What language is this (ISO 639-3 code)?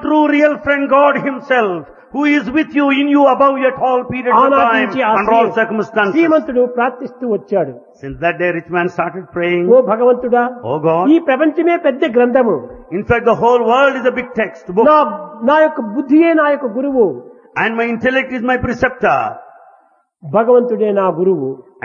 tel